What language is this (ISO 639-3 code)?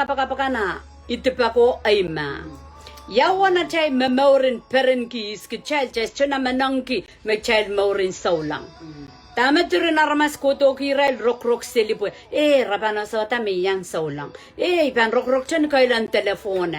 pon